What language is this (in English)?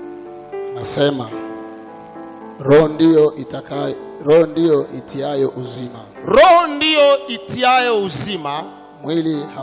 Swahili